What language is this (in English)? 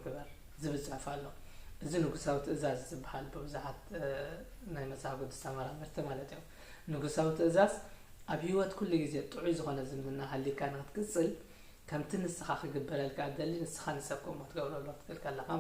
Tigrinya